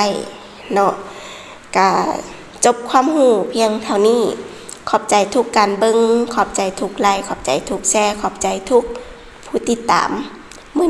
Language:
Lao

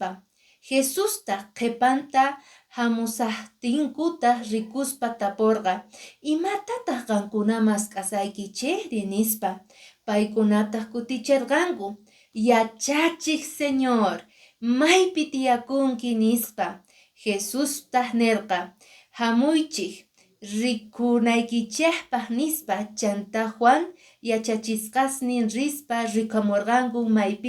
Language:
Quechua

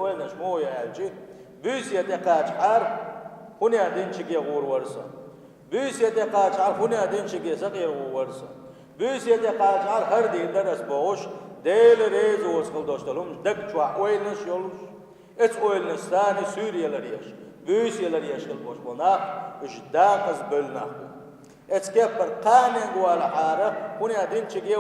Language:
Chechen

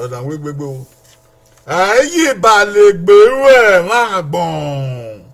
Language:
Bini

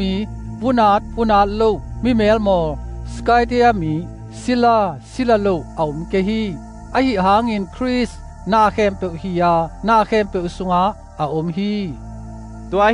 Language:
Tedim Chin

